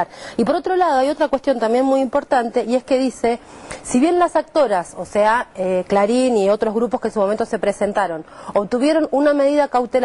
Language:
Spanish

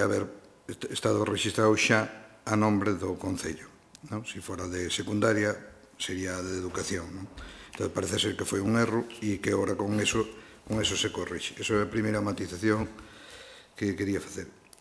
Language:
Galician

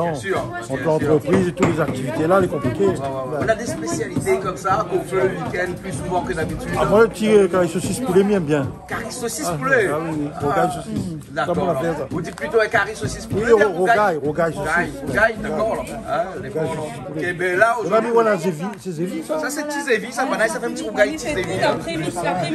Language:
Réunion Creole French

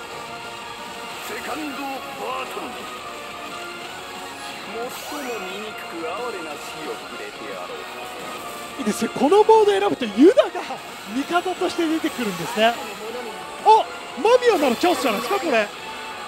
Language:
Japanese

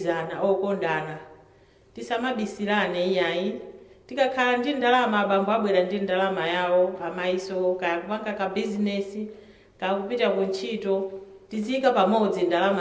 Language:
Nyanja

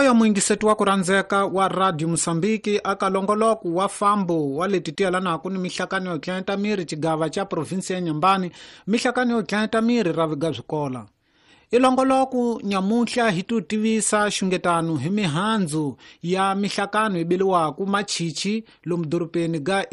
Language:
Tsonga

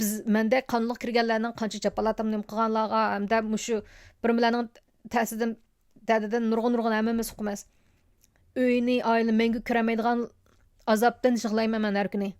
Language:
Uyghur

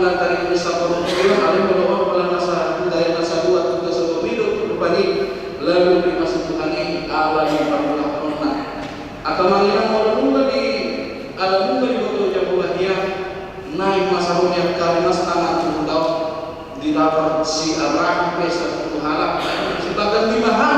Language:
Batak Toba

